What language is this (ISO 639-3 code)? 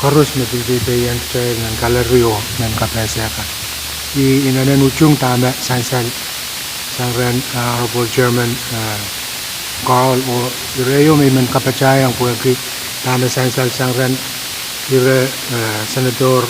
pon